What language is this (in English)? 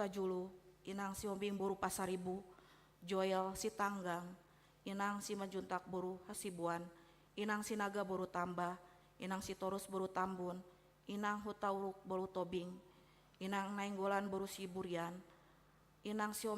Batak Toba